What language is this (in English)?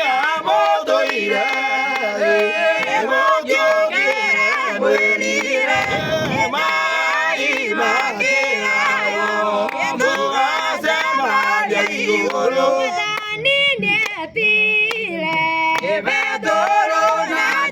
Kikuyu